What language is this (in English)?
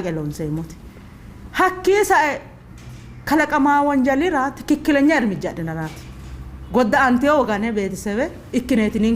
Sidamo